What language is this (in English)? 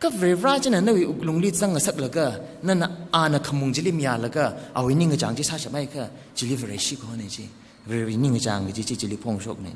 Tangkhul Naga (India)